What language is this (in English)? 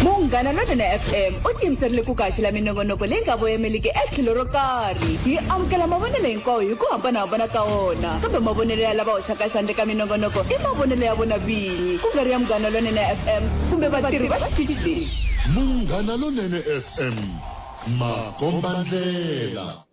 Tsonga